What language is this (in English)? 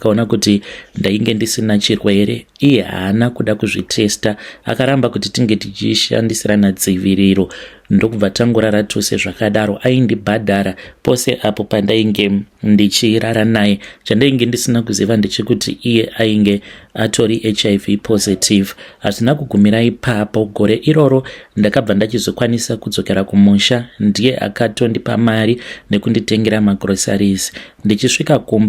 Shona